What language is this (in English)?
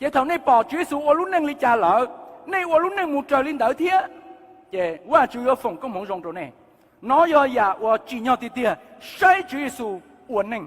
Hmong